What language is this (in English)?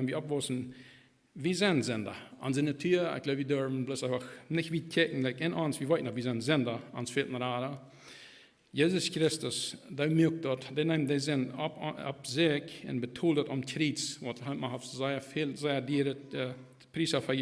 Plautdietsch